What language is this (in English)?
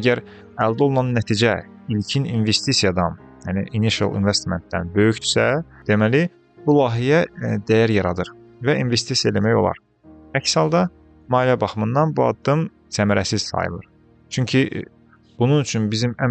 Azerbaijani